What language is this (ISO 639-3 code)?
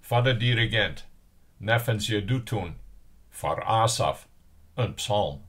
fry